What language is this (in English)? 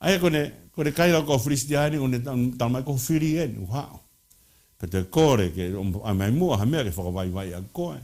Tongan